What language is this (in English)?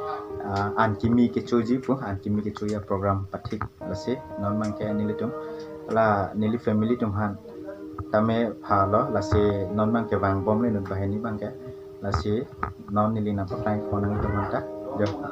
Karbi